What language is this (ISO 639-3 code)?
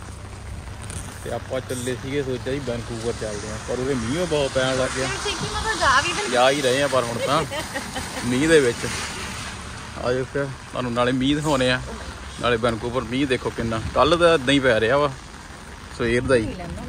pan